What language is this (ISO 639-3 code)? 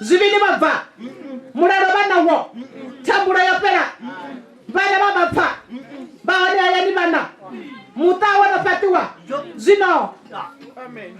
ven